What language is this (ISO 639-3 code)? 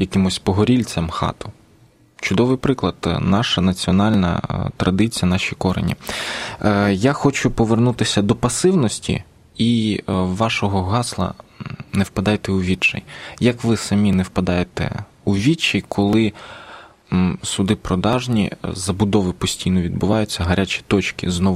ukr